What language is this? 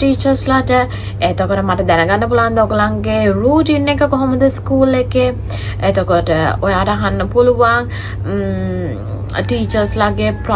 Sinhala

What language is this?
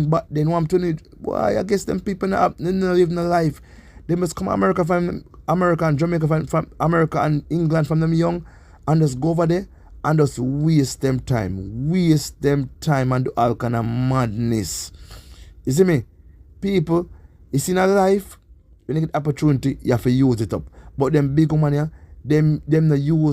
Jamaican Creole English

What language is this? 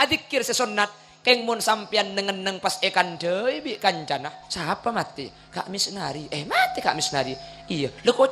Madurese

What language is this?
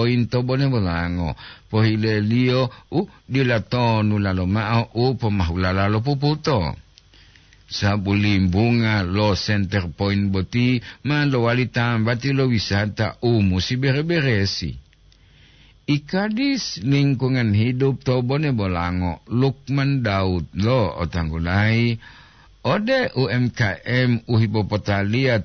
Gorontalo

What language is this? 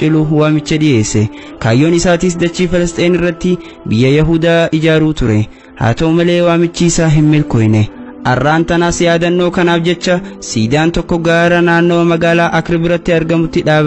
Oromo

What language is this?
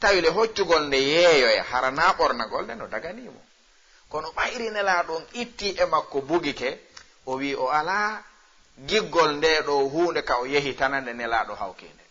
Fula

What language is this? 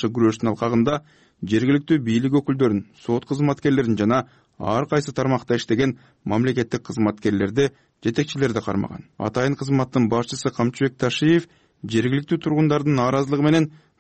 Kyrgyz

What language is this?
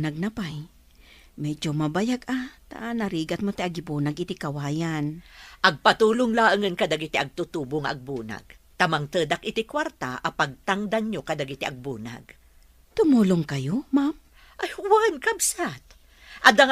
Iloko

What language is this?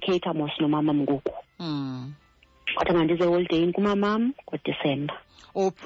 Xhosa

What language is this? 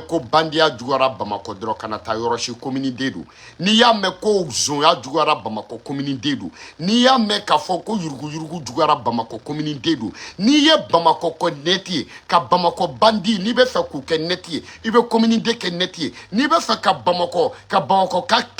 Bambara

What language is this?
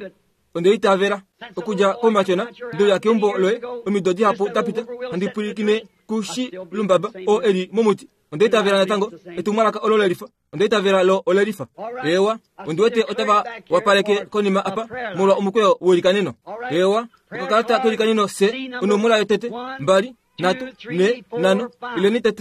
Kuanyama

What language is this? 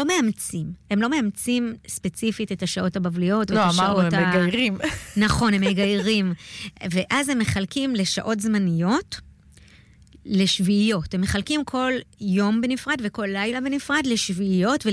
Hebrew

